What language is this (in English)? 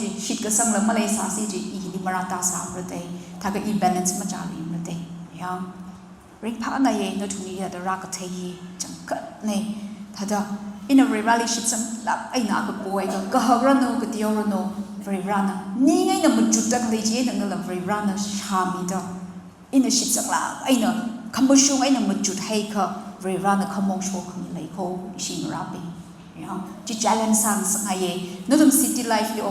Tangkhul Naga (India)